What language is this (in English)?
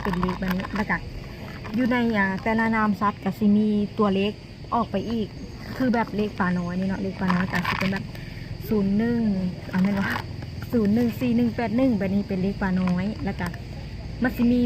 Lao